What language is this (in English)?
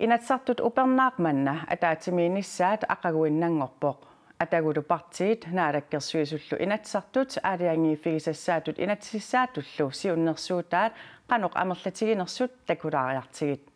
Kalaallisut